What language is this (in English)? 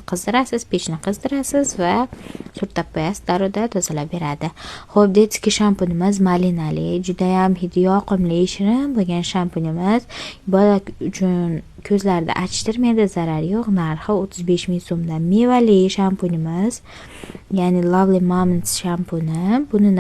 Uzbek